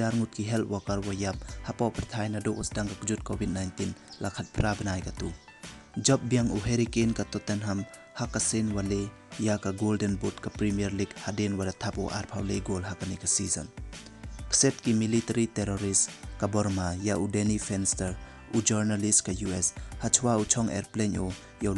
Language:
Pnar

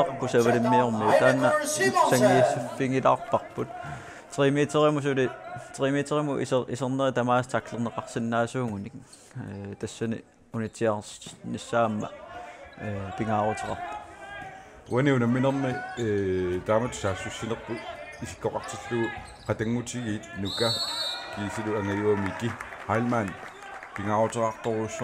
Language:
Kalaallisut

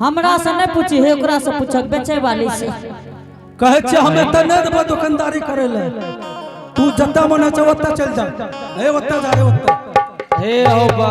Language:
Angika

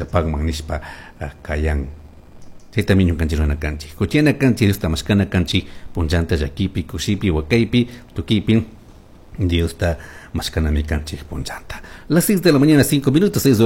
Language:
Chimborazo Highland Quichua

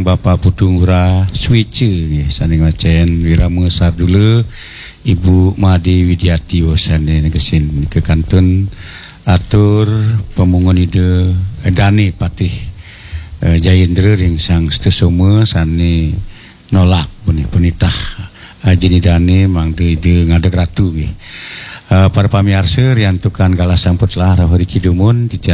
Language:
Balinese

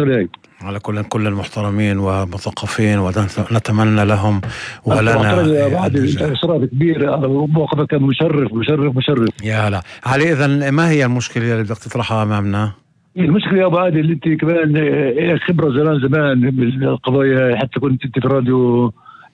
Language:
North Levantine Arabic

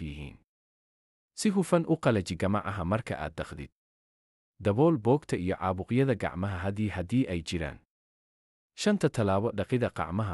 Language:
Somali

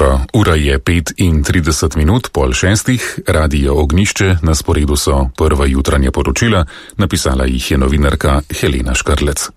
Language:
Slovenian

